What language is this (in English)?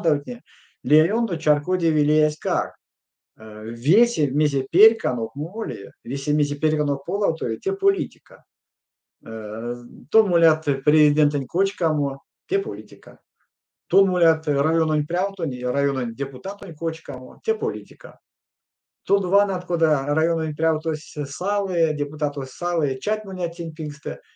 Erzya